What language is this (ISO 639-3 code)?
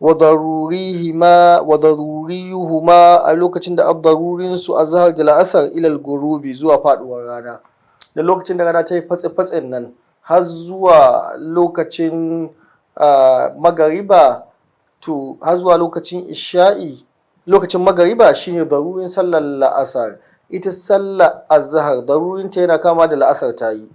hau